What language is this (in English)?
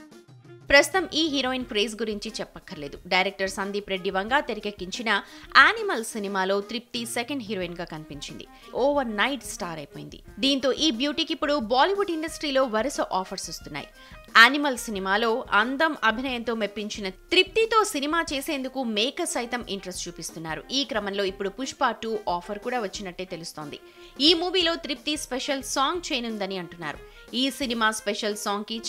Telugu